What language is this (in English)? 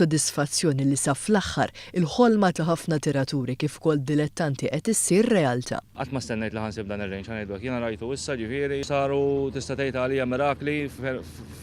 Maltese